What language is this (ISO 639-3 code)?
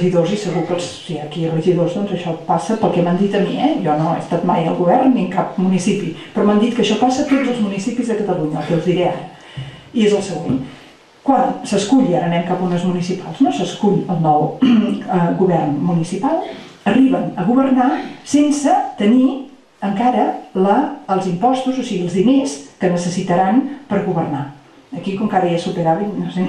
cat